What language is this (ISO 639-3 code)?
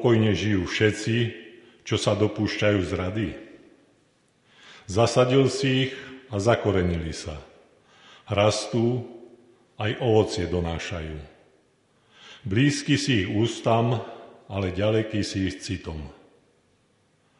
slk